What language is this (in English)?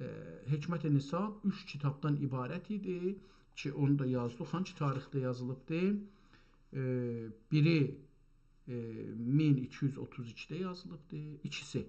South Azerbaijani